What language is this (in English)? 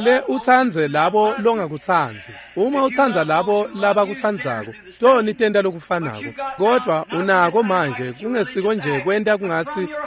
Swati